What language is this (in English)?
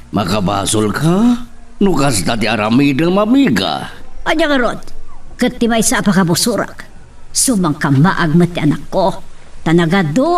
Iloko